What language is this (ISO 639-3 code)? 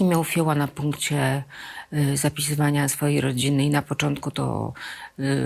pol